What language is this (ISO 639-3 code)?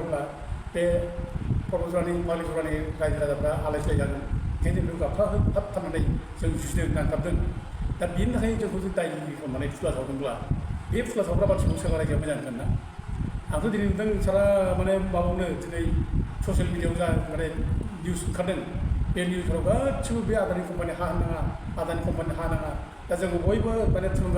brx